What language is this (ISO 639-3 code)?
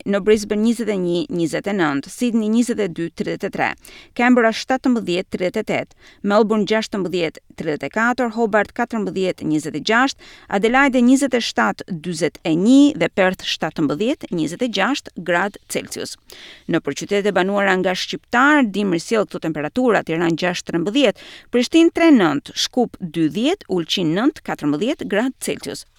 sqi